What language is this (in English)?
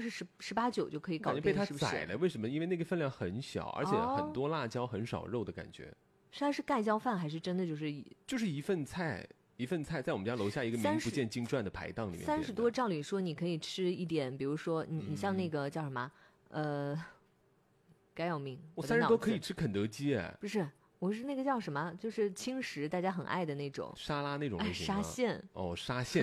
Chinese